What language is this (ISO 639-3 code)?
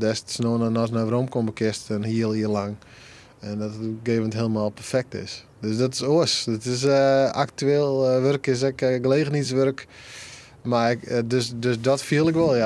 fry